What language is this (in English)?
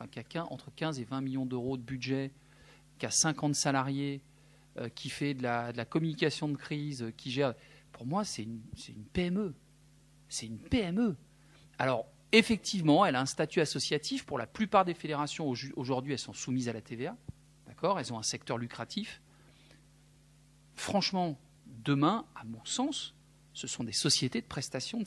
French